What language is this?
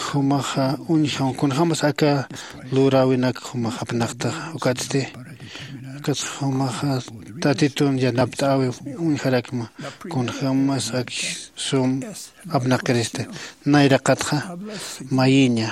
Aymara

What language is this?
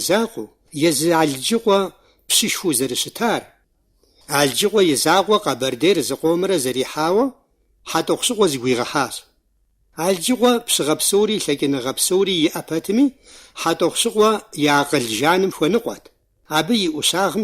Kabardian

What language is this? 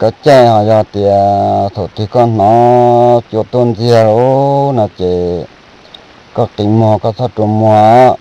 Hmong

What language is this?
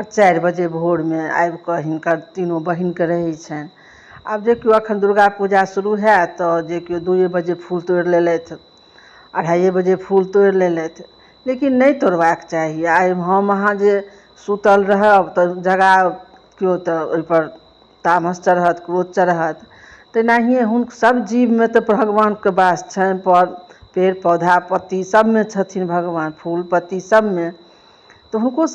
Maithili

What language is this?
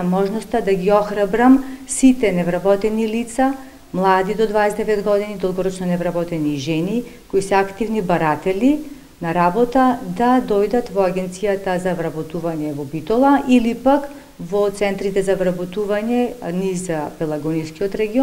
Macedonian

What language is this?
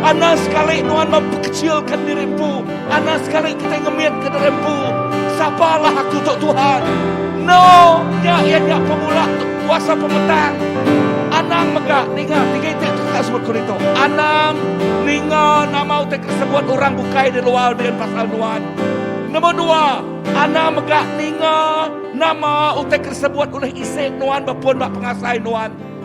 Iban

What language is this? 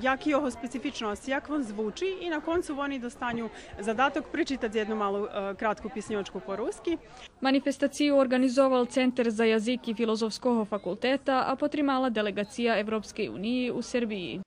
Rusyn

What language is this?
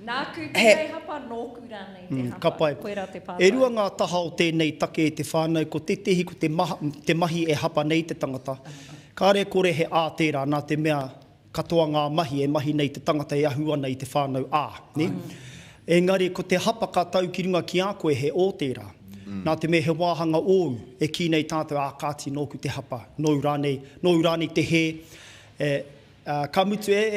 Māori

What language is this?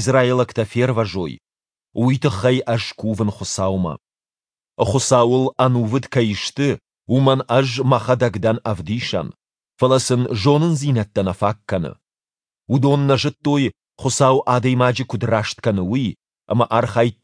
Ossetic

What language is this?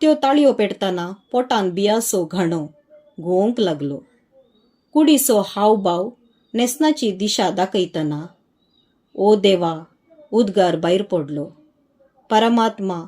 Konkani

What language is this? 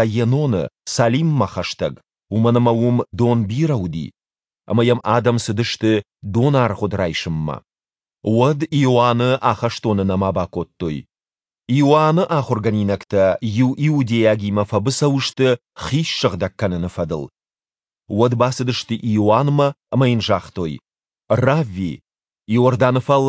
Ossetic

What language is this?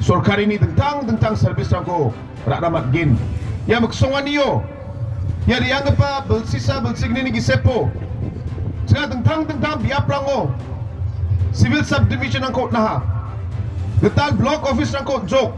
Garo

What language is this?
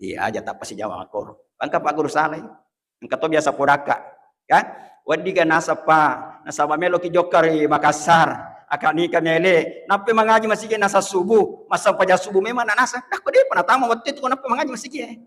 Buginese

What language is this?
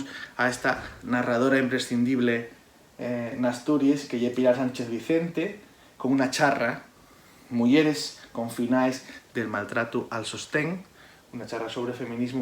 Asturian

